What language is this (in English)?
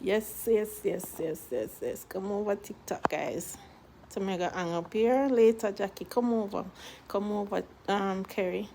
Jamaican Creole English